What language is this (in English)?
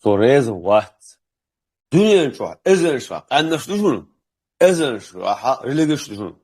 Chechen